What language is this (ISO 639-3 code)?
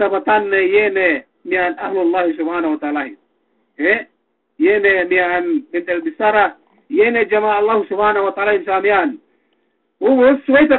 yka